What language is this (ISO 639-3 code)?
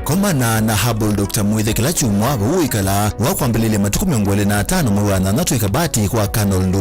kam